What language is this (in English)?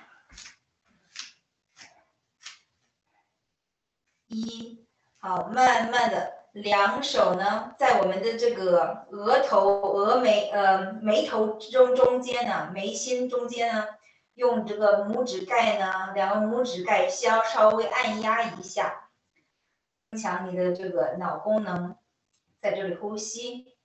Chinese